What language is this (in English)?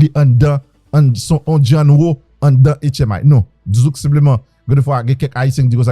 Haitian Creole